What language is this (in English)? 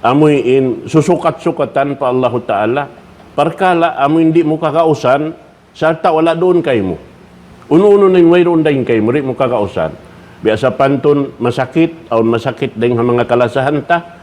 Tausug